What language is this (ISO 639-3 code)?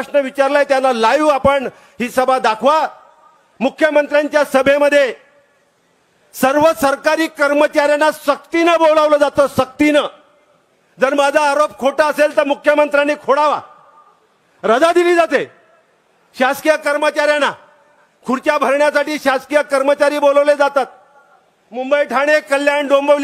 mar